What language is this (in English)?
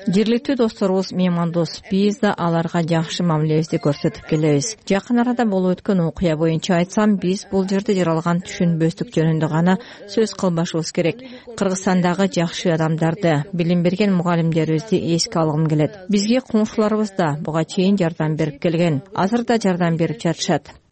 Kyrgyz